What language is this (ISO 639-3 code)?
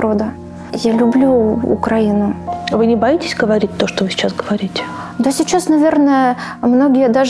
rus